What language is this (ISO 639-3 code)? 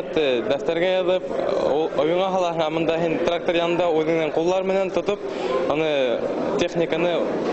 bak